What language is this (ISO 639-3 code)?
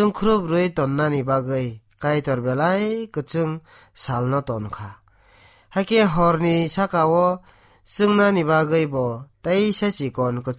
trp